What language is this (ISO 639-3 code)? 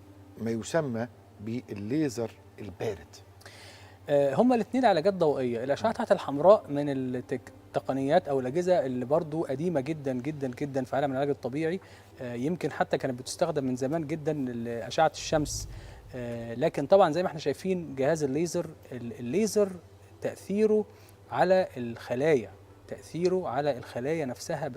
arz